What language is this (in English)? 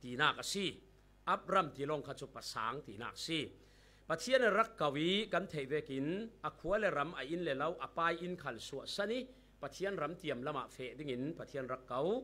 Falam Chin